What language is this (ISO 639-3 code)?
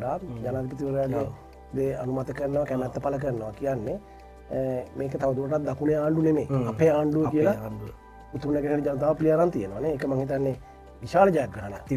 sin